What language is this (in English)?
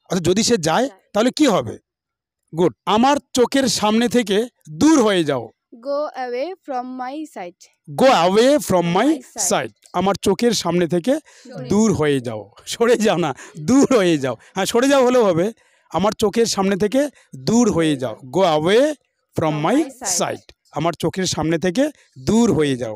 Bangla